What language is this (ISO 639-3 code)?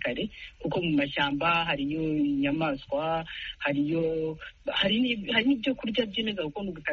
kin